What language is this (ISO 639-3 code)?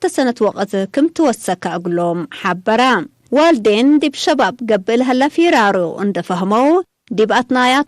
tig